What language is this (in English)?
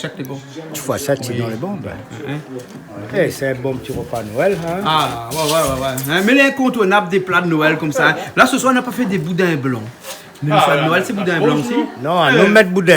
Réunion Creole French